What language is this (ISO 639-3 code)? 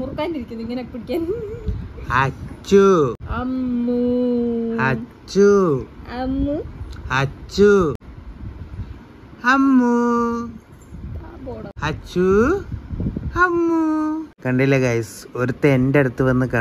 mal